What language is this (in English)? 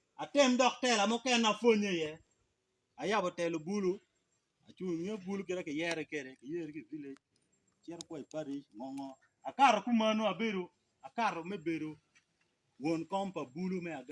Acoli